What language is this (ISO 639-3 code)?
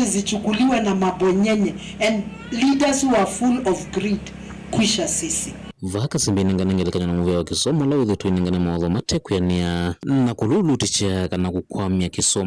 kam